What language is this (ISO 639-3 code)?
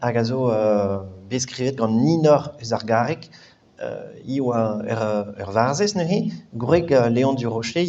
bre